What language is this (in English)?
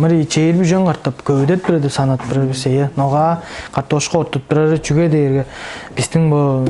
Tuvinian